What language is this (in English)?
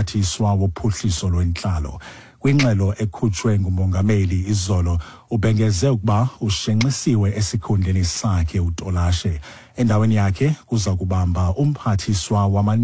Xhosa